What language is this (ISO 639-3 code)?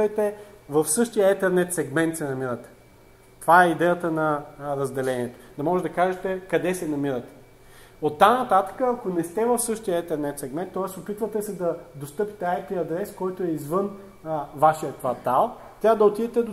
bul